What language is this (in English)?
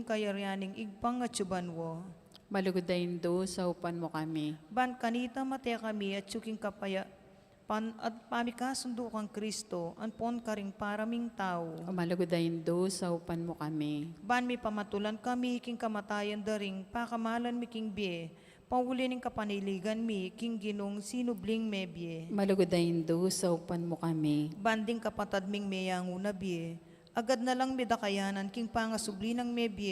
Pampanga